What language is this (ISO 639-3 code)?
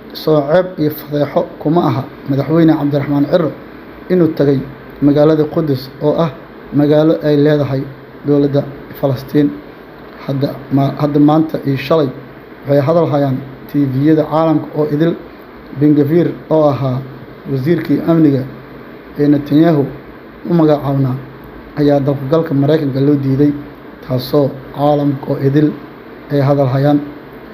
som